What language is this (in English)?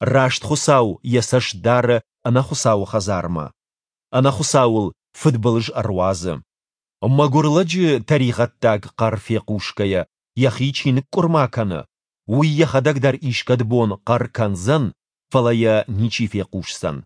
Ossetic